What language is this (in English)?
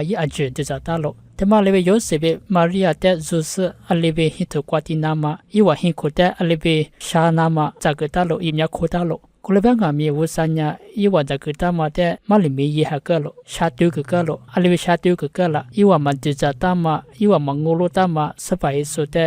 Lisu